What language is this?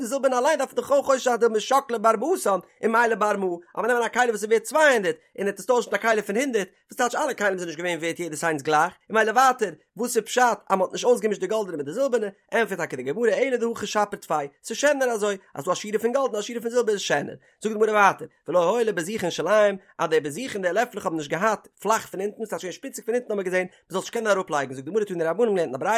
Yiddish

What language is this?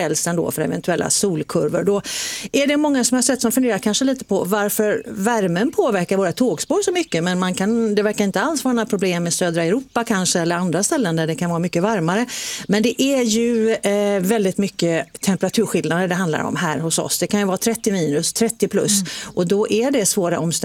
Swedish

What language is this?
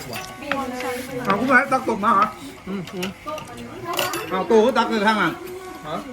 Northeastern Thai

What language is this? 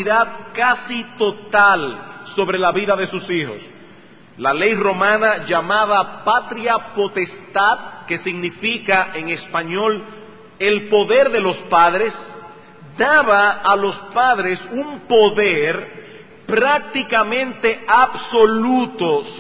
Spanish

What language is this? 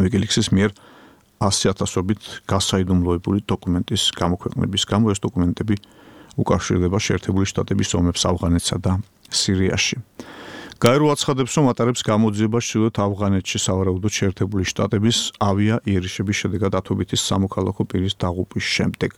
Georgian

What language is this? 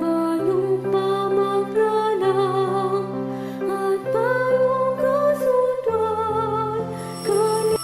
Pampanga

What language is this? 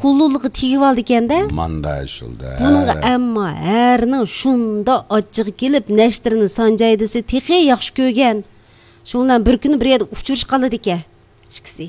Uyghur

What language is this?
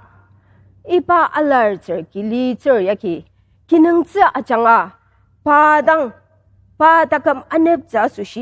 Ao Naga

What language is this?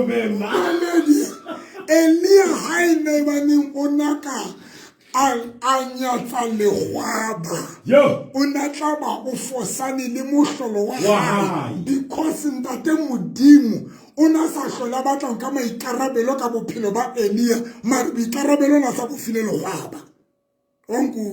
Southern Sotho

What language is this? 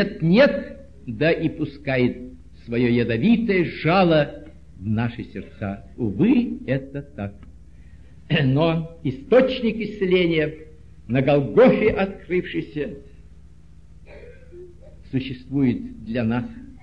Russian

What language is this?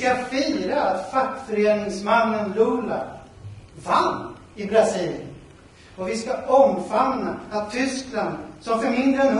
Swedish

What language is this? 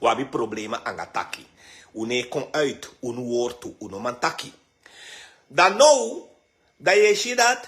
Sranan Tongo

